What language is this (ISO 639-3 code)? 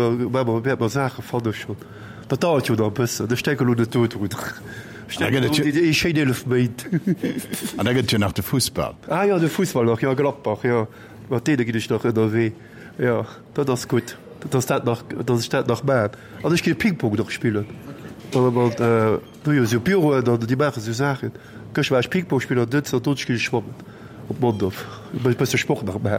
ltz